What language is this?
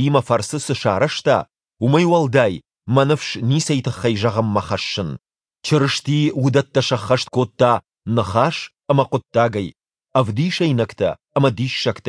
Ossetic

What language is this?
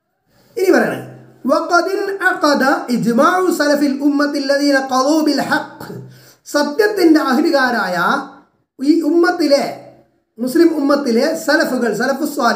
Malayalam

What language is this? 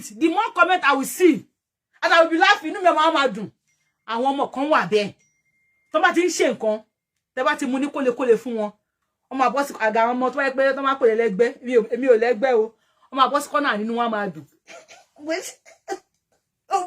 Yoruba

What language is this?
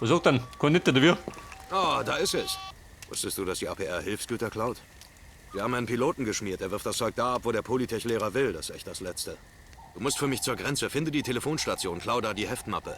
Bavarian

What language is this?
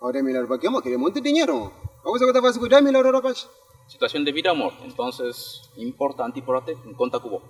Kabuverdianu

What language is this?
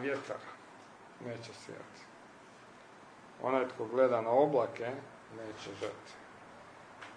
Croatian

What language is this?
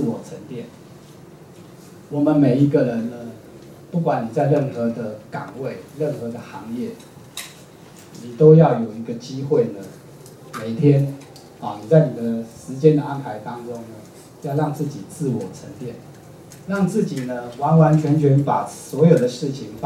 Chinese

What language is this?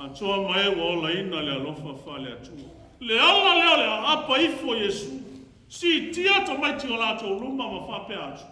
Samoan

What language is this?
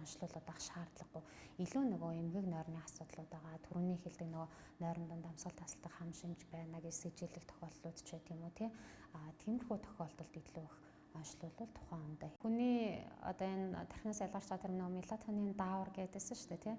Mongolian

